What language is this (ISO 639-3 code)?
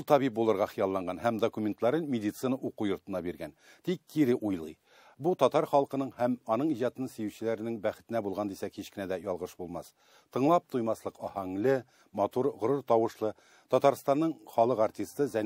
tat